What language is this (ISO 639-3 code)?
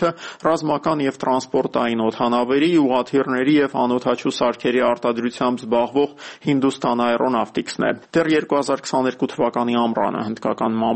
hye